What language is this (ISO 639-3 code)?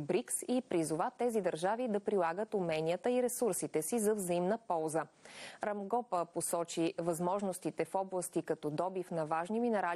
bul